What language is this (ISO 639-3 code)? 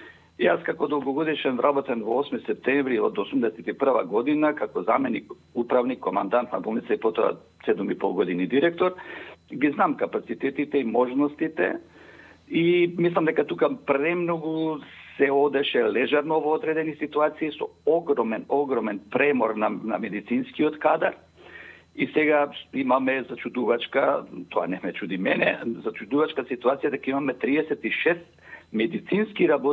mkd